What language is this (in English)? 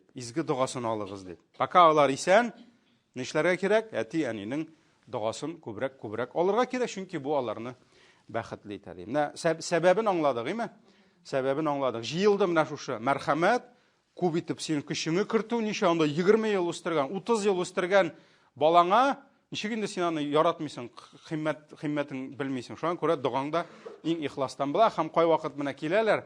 Tatar